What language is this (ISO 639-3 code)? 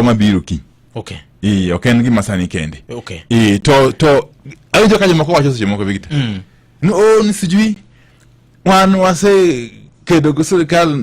luo